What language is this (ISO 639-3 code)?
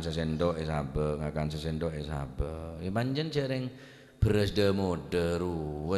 mad